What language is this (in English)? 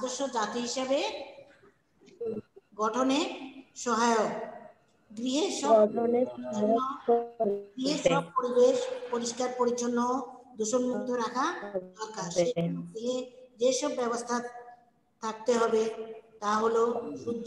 Bangla